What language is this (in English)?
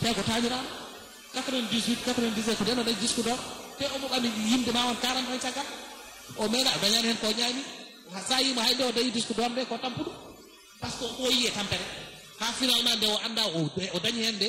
Fula